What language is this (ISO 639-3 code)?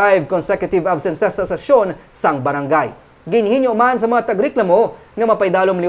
hil